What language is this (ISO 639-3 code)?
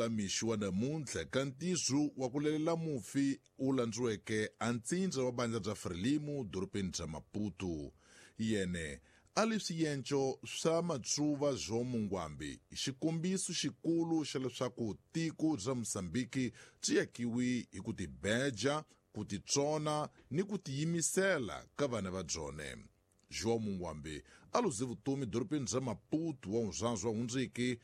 tso